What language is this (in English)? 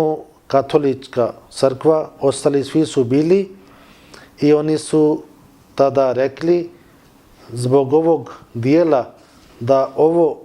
Bosnian